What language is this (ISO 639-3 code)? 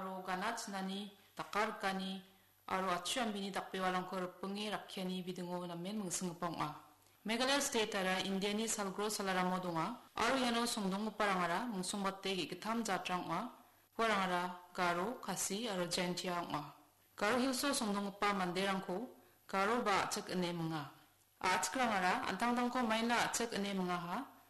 grt